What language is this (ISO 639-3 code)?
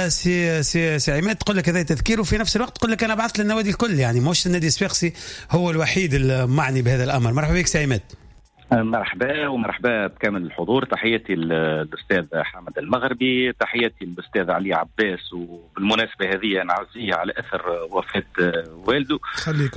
aeb